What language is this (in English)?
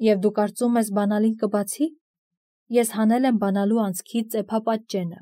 Armenian